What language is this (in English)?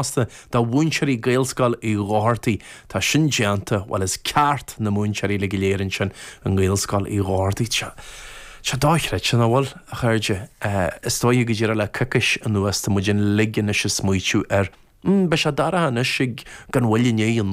Irish